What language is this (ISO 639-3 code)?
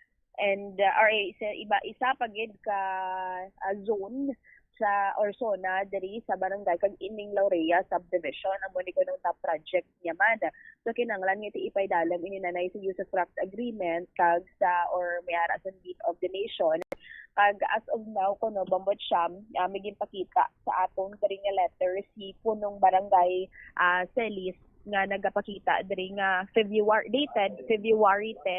hil